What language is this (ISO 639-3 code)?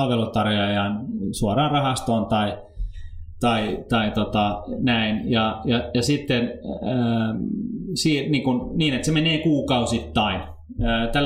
fin